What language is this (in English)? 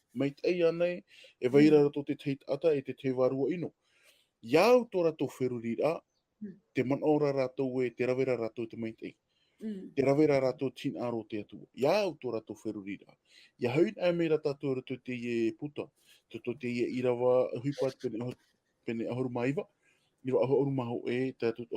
Tahitian